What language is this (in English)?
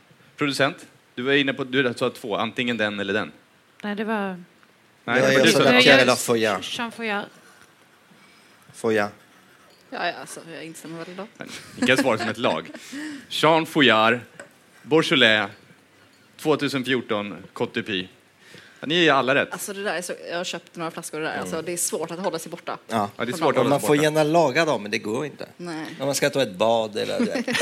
Swedish